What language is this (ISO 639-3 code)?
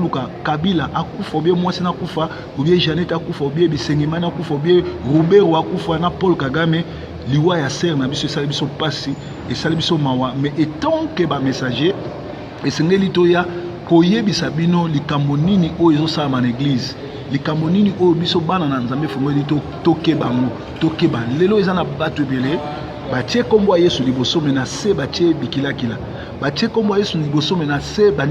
lin